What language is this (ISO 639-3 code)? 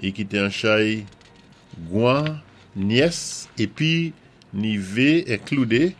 acf